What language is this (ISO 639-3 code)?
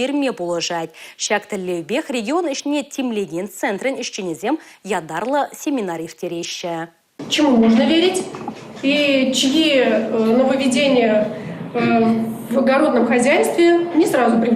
chv